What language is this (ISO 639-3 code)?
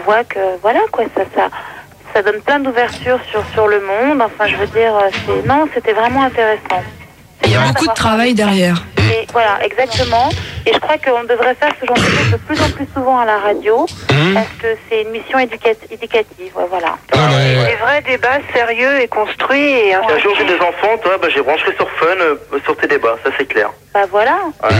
fra